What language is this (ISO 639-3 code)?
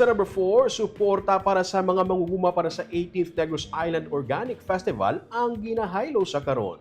hil